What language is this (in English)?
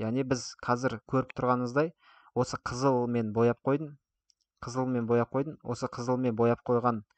Kazakh